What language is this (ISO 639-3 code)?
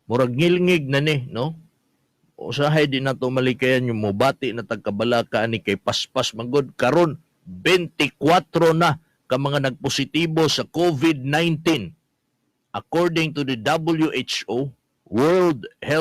ceb